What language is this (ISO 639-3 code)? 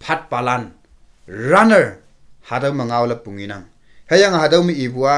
nbe